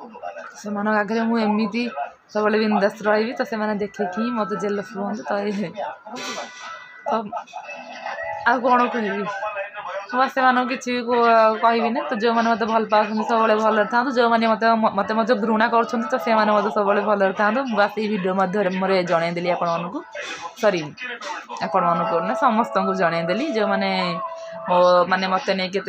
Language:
Odia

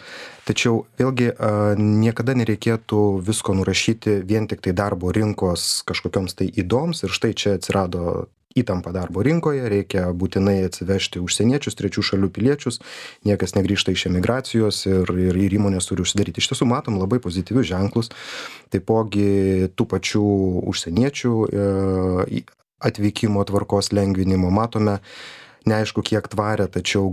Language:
Lithuanian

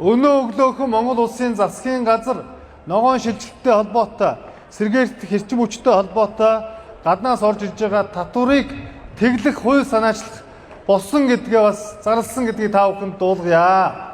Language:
Mongolian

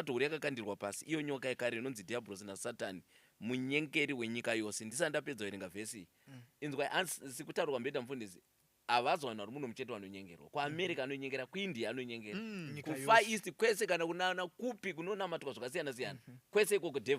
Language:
Shona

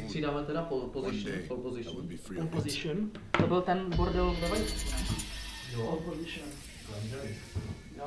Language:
Czech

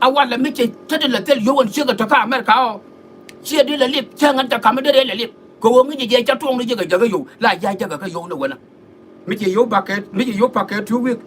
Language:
Nuer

